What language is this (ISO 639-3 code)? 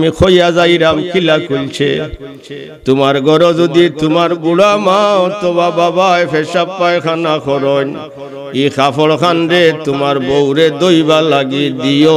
syl